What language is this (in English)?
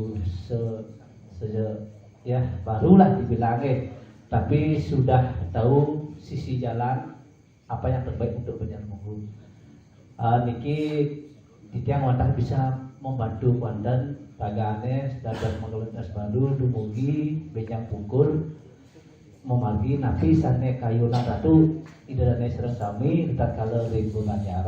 Balinese